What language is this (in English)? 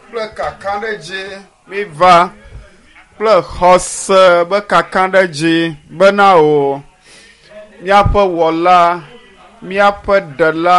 Ewe